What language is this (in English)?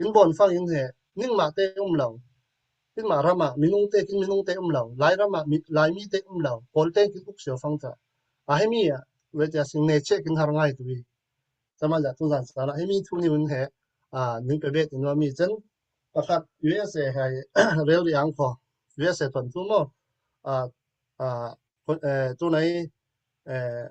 Falam Chin